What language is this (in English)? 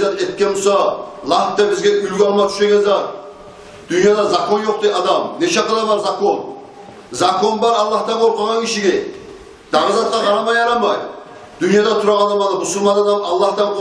Kumyk